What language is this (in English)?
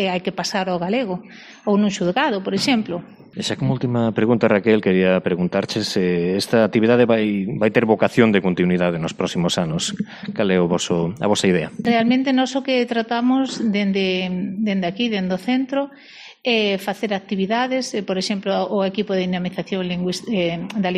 Galician